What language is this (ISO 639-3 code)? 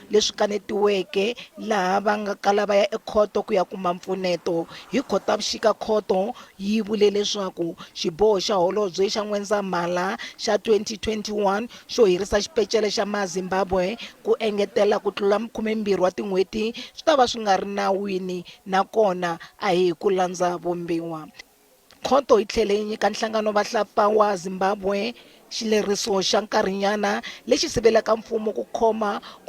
tso